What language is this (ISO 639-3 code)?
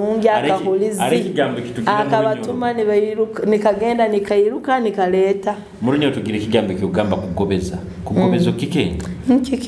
nyo